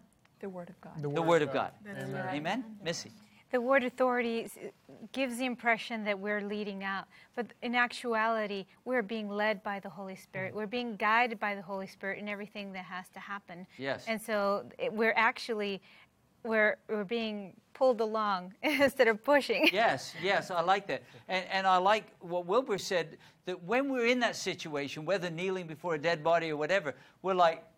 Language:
English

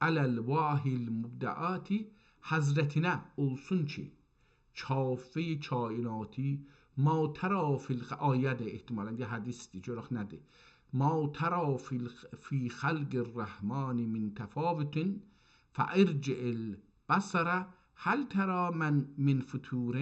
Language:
South Azerbaijani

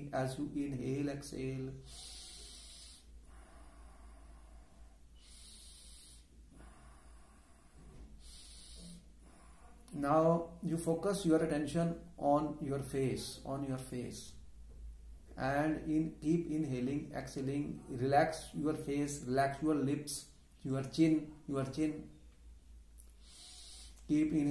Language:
English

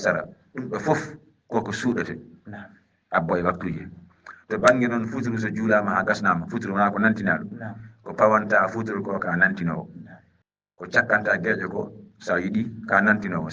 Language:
Fula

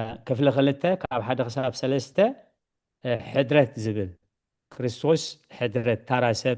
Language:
Tigrinya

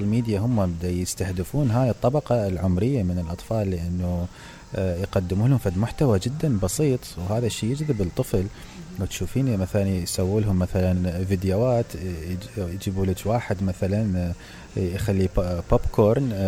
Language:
Mesopotamian Arabic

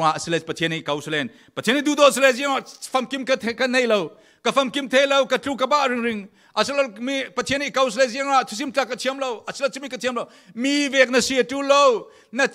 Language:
Falam Chin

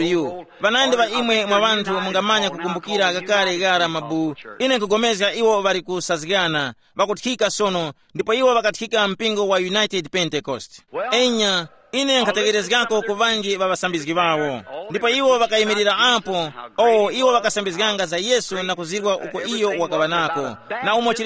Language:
Tumbuka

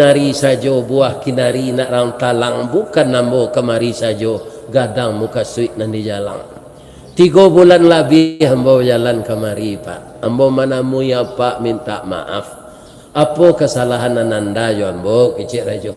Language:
Minangkabau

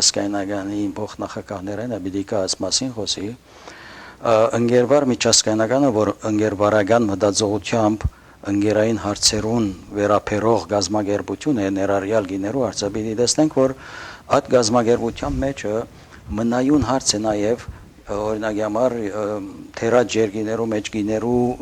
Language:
Western Armenian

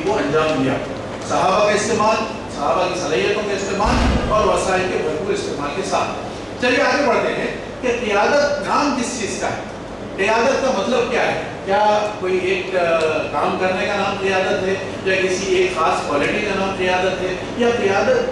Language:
Urdu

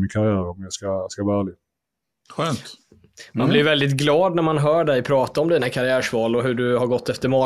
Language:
Swedish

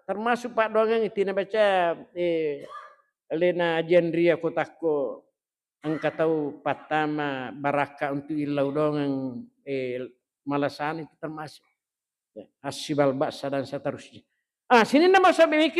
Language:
Buginese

